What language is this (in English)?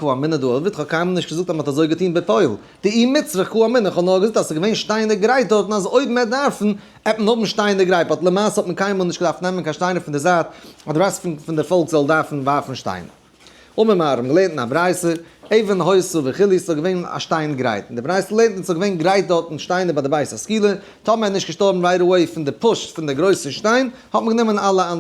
Yiddish